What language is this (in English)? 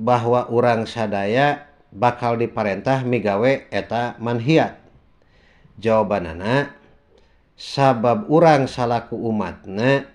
Sundanese